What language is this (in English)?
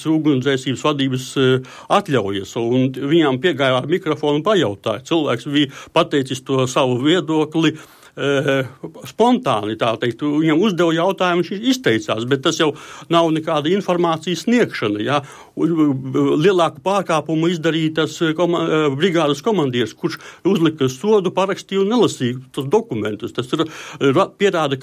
Latvian